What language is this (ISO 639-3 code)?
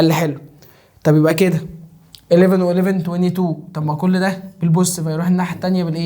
arz